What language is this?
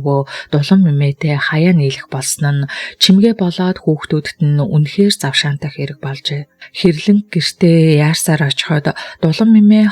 Mongolian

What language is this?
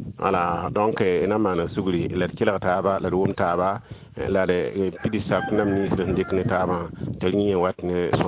Mossi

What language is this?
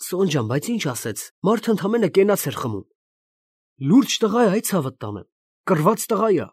Armenian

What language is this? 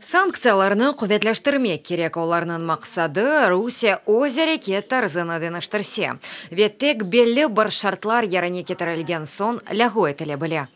Crimean Tatar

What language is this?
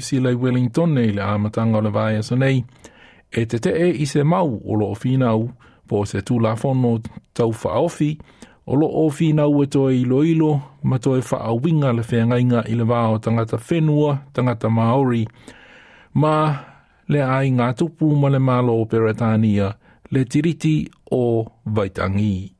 Samoan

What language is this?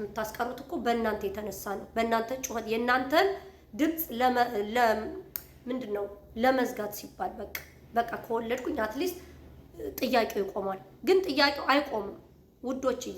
Amharic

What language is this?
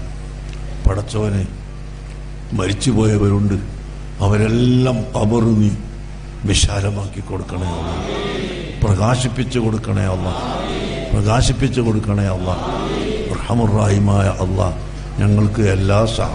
Malayalam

